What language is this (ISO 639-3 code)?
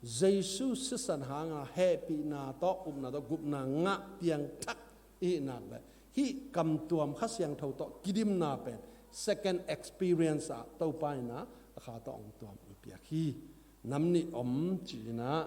ctd